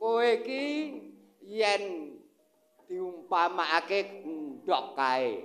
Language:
Javanese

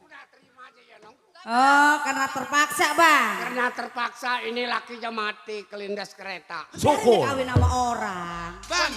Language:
Betawi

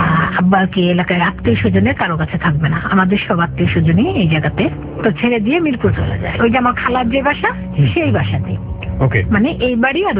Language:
Bangla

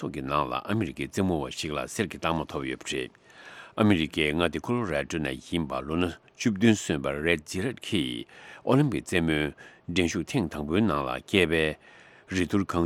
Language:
Tibetan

